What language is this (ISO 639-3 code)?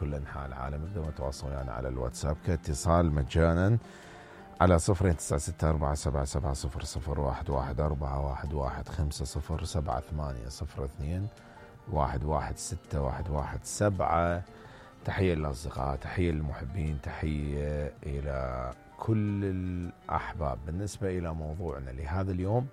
acm